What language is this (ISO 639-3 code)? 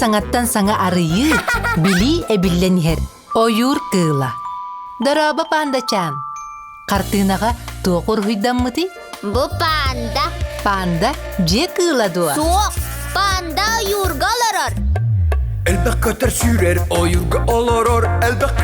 sah